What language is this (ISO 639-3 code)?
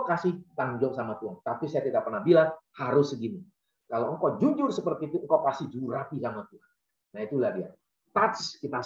ind